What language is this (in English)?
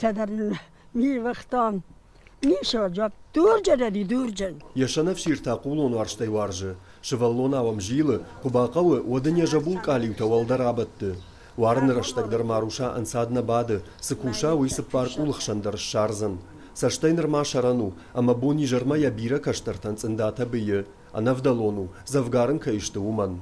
Ossetic